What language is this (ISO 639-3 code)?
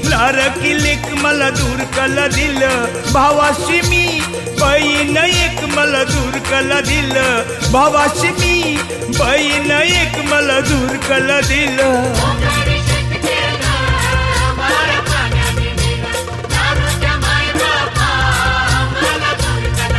mar